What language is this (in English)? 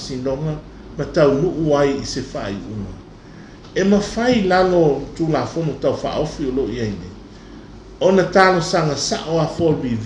Samoan